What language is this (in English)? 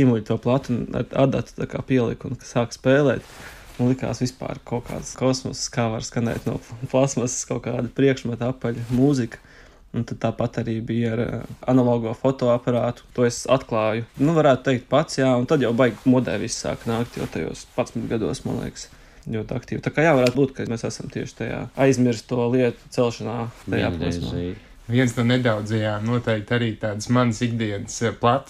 Latvian